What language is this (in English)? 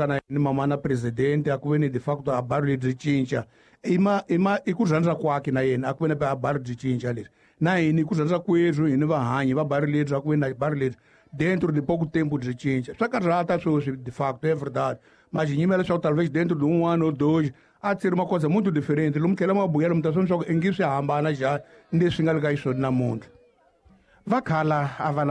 Tsonga